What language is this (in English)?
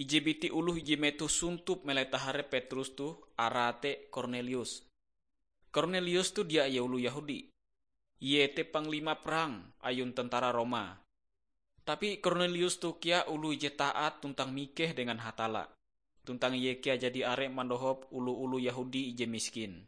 Ngaju